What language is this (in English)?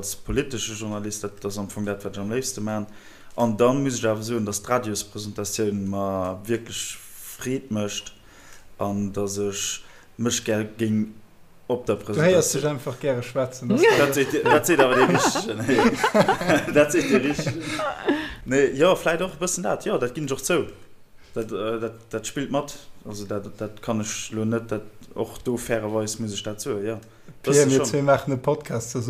Luxembourgish